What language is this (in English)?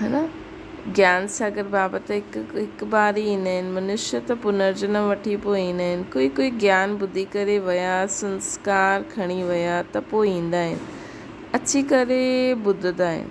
Sindhi